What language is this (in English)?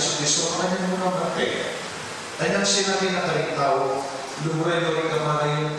Pampanga